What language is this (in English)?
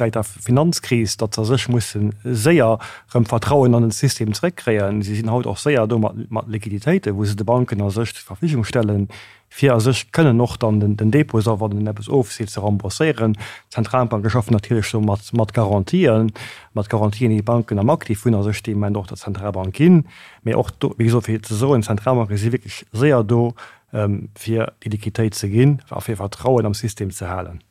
Luxembourgish